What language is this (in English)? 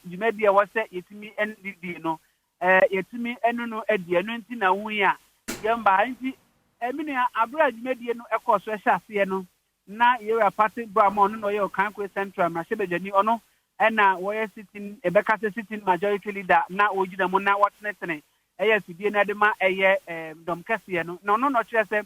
Akan